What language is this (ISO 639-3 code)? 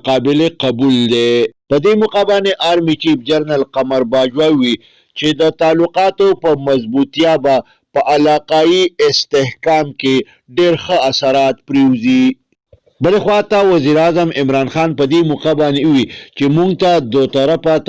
pus